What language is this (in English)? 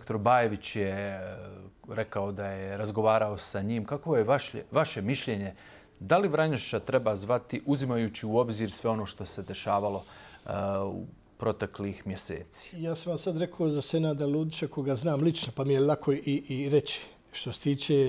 Bosnian